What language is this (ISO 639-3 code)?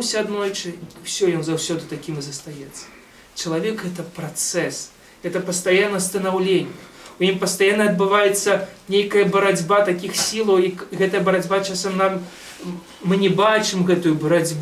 bel